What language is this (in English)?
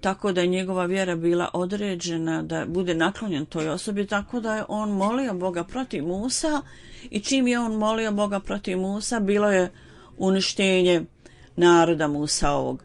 Bosnian